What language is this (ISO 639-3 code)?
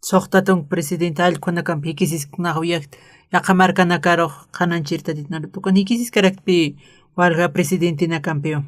aym